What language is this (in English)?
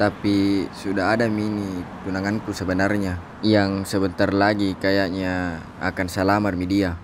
Makassar Malay